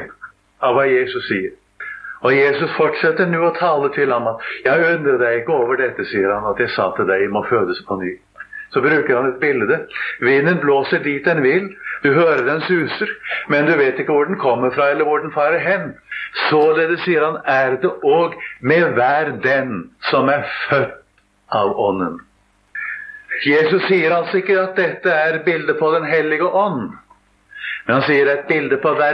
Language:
Norwegian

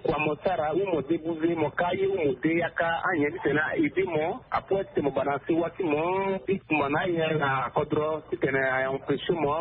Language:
Sango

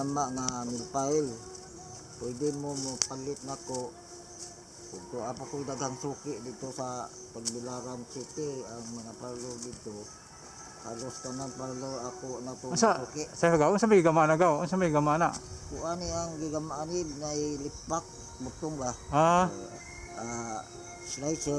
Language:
Cebuano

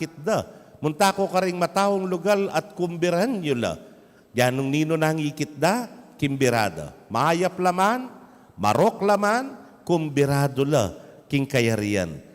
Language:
Pampanga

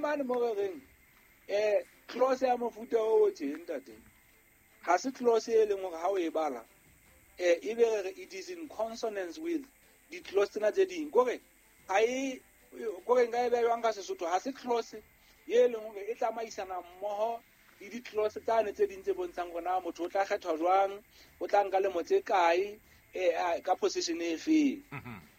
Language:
Southern Sotho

